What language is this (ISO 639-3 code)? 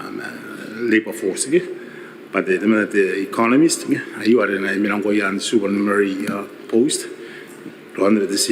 gil